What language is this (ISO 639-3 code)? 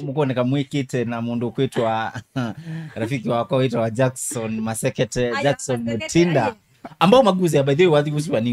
kam